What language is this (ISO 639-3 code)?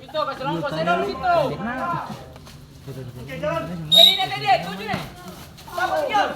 abs